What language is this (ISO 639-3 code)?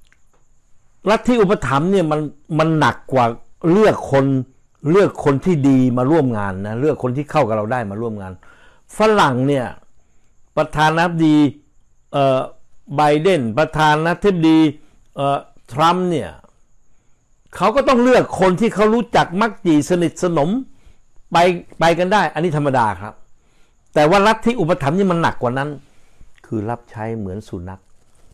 tha